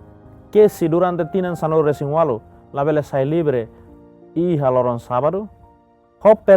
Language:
Tetum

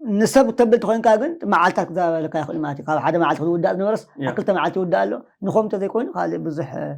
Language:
Tigrinya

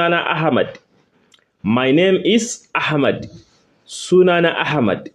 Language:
Hausa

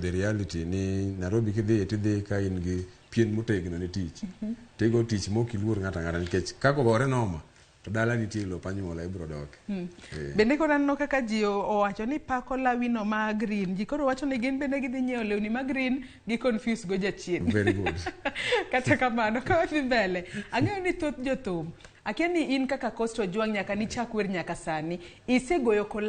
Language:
Luo (Kenya and Tanzania)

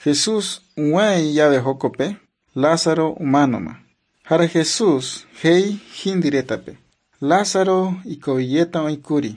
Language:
Guarani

